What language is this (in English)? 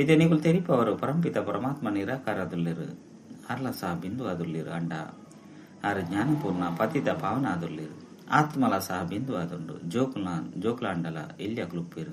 Tulu